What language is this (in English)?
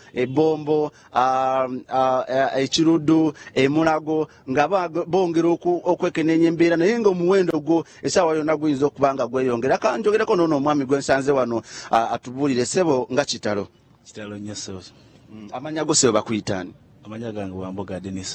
Ganda